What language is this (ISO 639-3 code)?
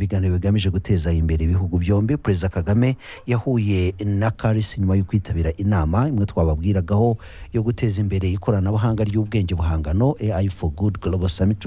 kin